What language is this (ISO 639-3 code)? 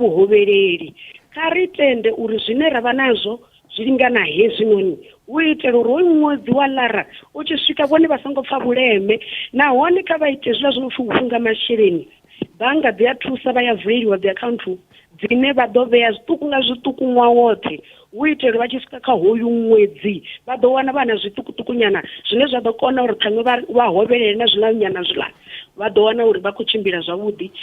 ven